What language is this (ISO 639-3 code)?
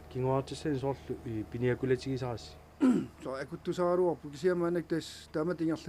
kal